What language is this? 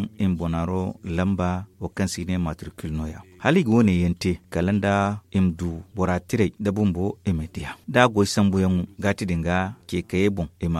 Zarma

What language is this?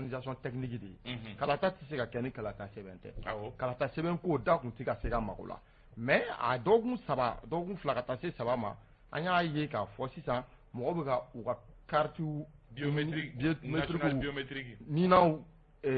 Bambara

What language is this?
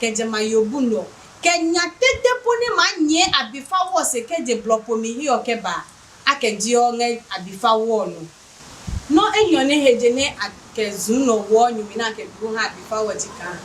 Adangme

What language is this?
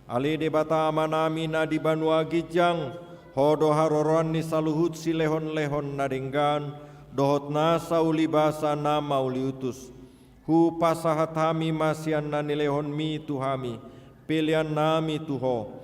Batak Toba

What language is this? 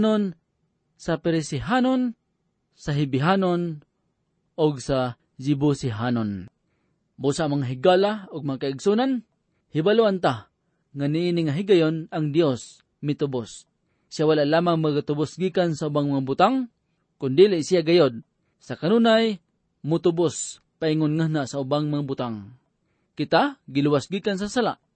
Cebuano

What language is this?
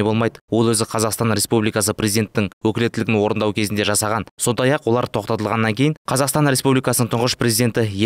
Kazakh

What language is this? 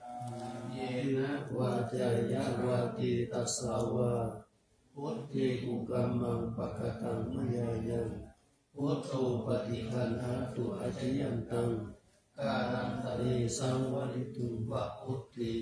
Pali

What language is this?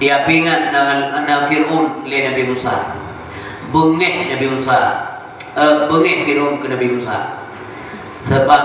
Achinese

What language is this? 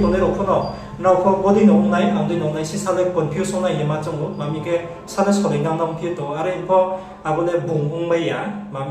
Riang (India)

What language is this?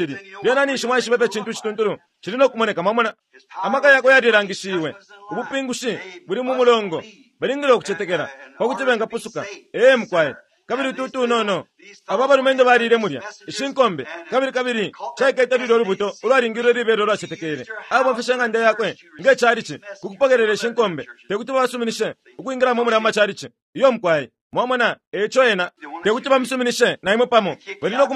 Bemba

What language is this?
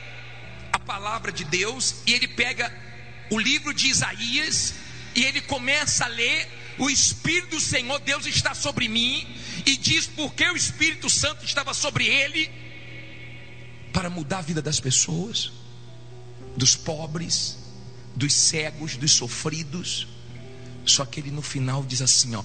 Portuguese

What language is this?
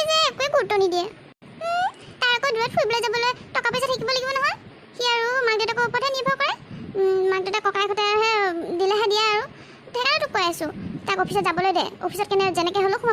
Assamese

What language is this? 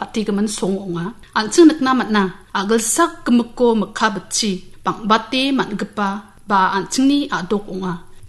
Garo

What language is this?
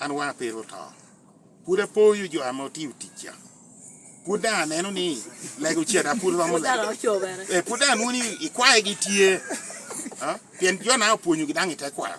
Lango (Uganda)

